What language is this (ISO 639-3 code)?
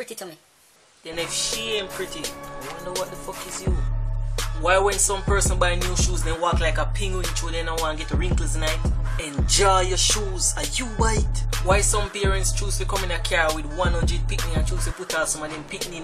jam